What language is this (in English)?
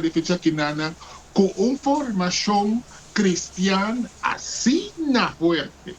Papiamento